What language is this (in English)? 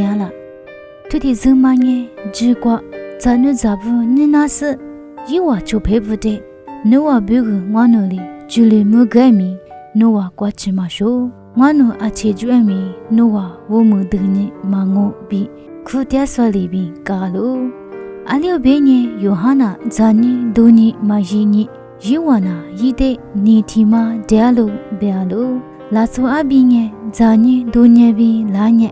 Lisu